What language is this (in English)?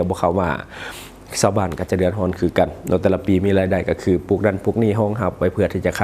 Lao